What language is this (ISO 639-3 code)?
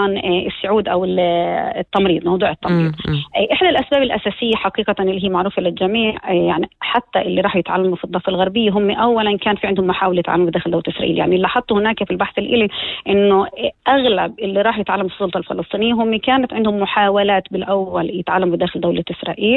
apc